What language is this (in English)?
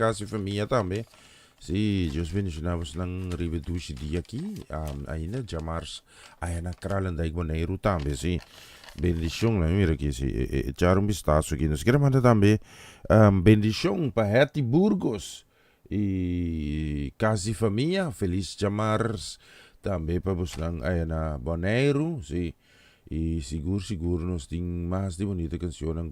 Papiamento